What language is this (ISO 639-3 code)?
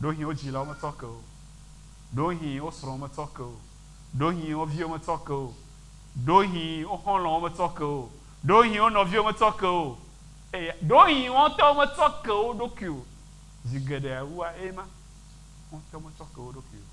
ewe